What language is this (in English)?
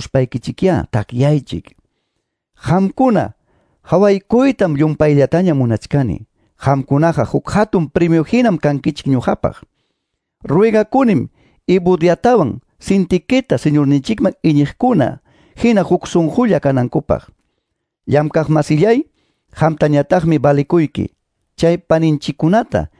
Quechua